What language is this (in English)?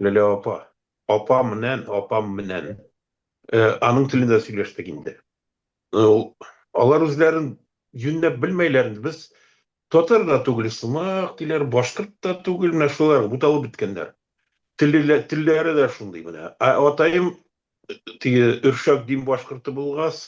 Bashkir